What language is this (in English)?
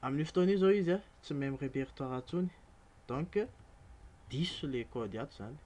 Malagasy